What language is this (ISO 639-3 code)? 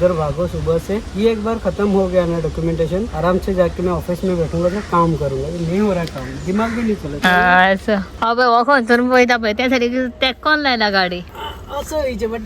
kok